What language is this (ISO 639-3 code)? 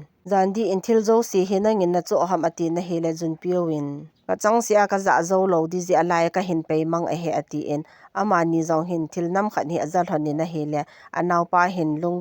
tcz